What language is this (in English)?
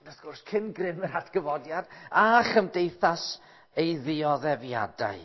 Welsh